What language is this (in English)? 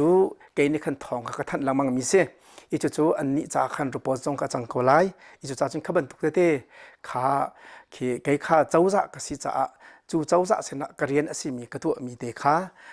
Hakha Chin